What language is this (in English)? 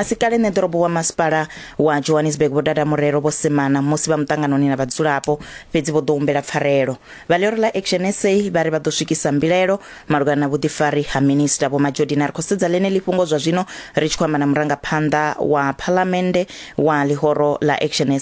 Venda